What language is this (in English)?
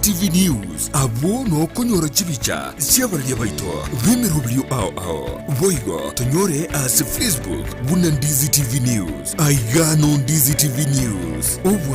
Gusii